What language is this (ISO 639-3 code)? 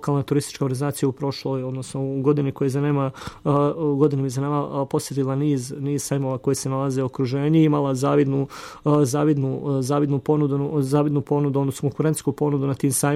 hrv